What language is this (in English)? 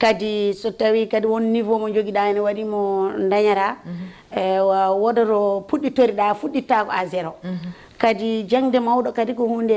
Fula